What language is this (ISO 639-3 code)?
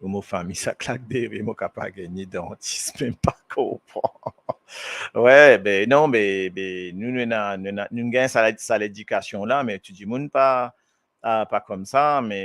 mfe